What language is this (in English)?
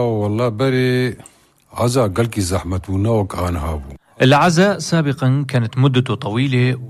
North Levantine Arabic